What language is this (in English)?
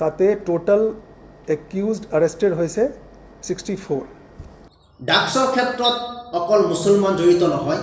Assamese